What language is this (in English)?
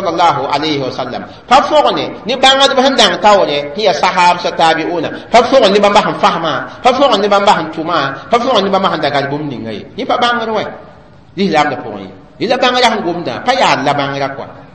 Mossi